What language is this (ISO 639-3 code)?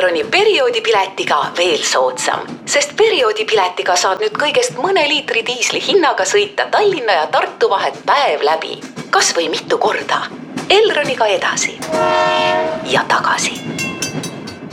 est